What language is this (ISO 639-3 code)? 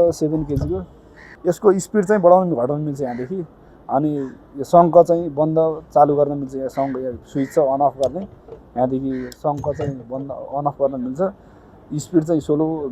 nep